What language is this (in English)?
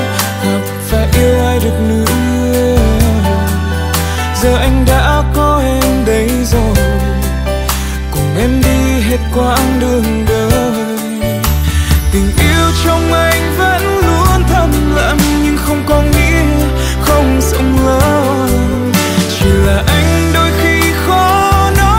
Vietnamese